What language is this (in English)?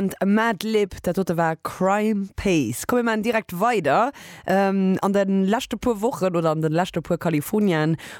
Luxembourgish